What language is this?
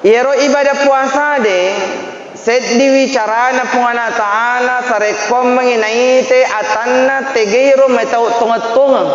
Buginese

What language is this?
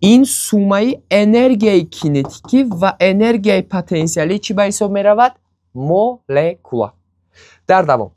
Tajik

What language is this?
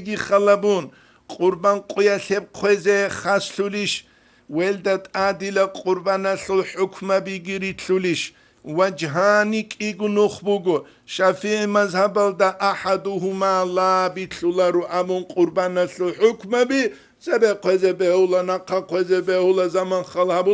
Avaric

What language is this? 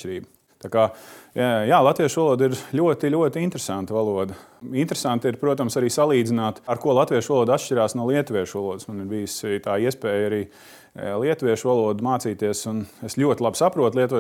Latvian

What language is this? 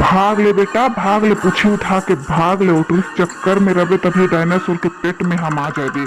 Chhattisgarhi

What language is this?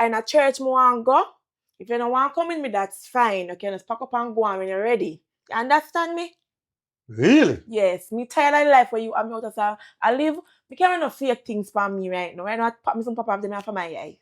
Jamaican Creole English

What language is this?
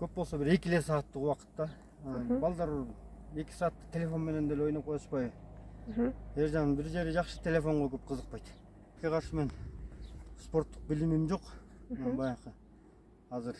Kyrgyz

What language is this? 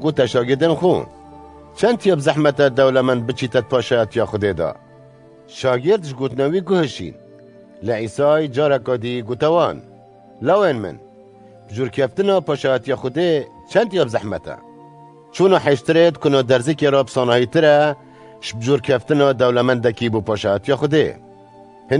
Kurdish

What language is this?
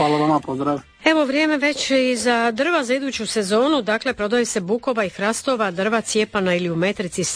Croatian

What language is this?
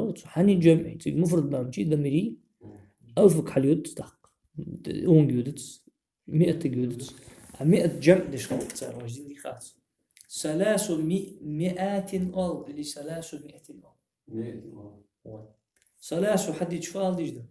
Ingush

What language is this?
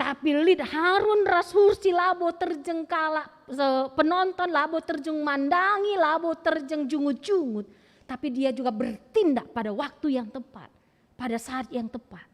Batak Karo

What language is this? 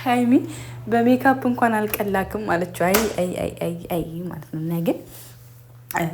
Amharic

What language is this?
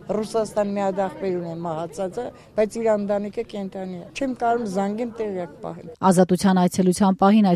Armenian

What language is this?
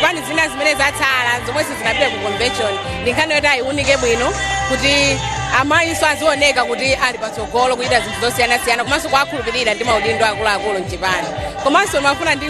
Nyanja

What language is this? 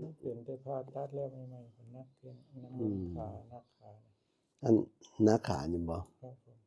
Northeastern Thai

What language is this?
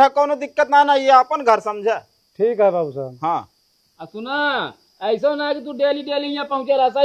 Awadhi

